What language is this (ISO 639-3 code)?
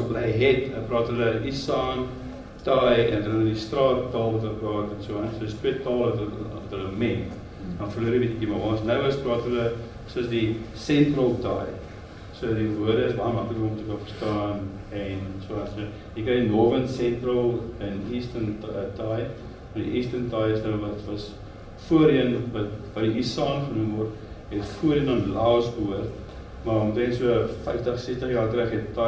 afr